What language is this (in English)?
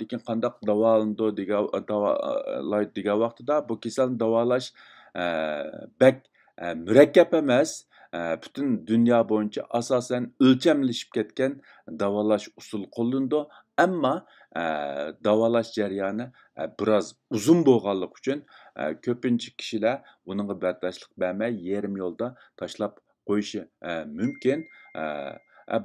Uyghur